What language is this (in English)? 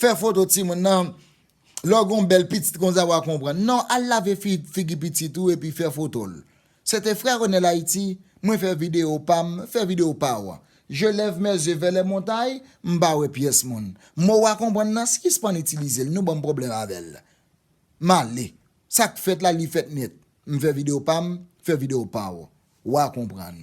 Haitian Creole